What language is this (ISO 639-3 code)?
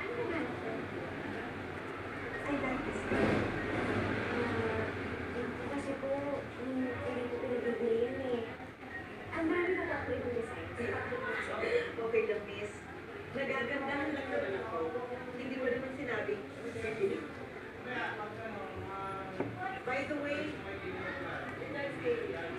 fil